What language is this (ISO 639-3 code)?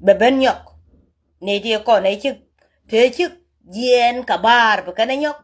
nus